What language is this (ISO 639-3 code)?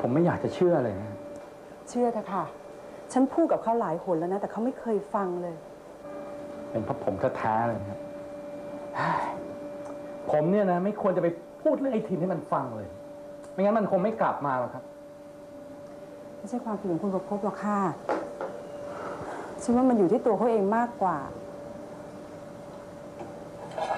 tha